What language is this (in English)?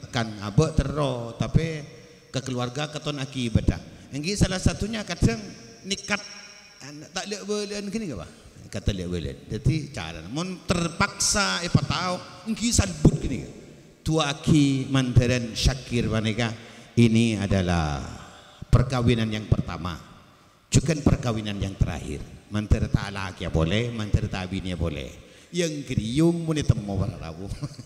Madurese